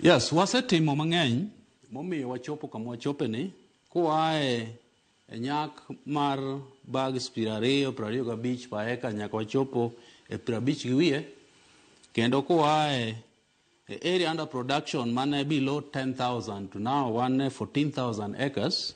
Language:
Luo (Kenya and Tanzania)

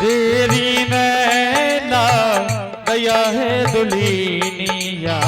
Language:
Angika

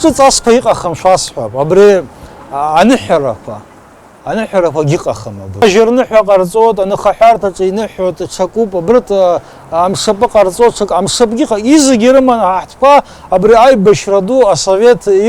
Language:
Abkhazian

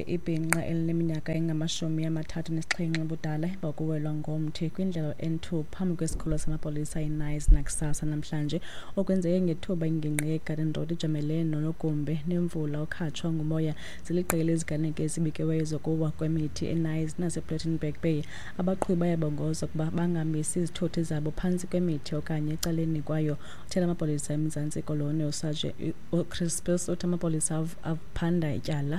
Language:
Xhosa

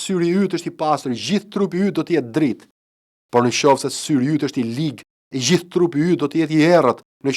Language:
Albanian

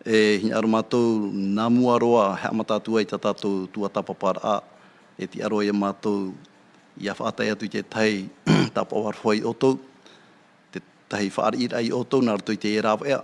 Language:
Tahitian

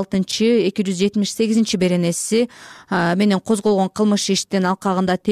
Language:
Kyrgyz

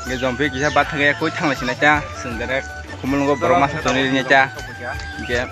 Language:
Kok Borok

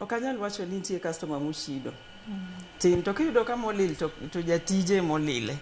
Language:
Luo (Kenya and Tanzania)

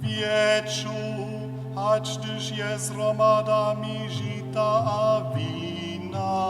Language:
Upper Sorbian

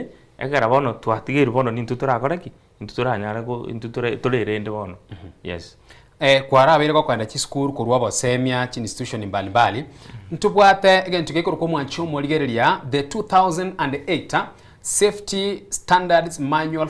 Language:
Gusii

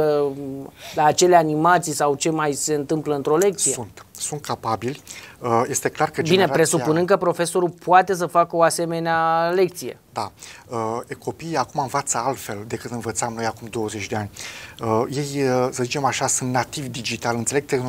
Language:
Romanian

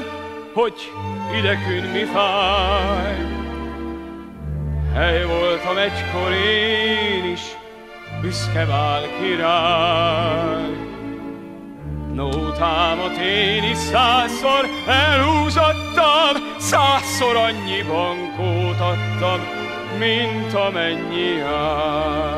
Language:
Hungarian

